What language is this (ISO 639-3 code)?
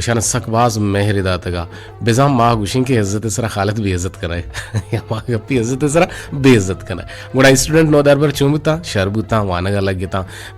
bgp